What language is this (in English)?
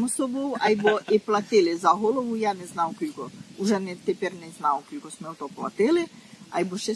Rusyn